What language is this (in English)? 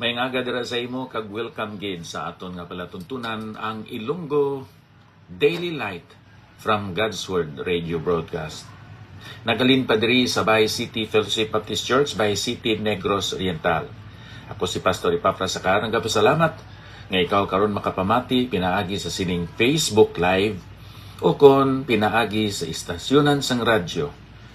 Hiligaynon